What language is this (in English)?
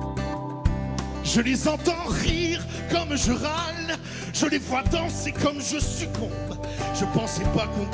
French